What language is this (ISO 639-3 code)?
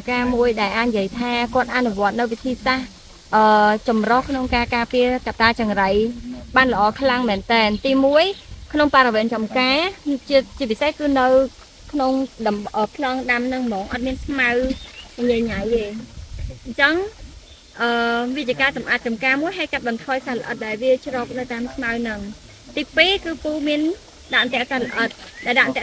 khm